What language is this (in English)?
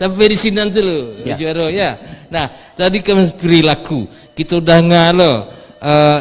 Minangkabau